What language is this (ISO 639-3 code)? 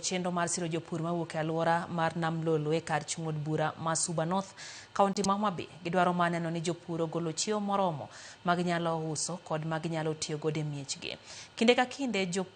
luo